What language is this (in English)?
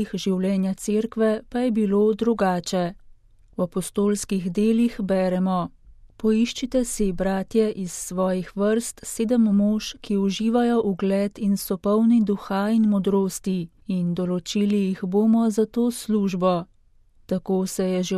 Slovenian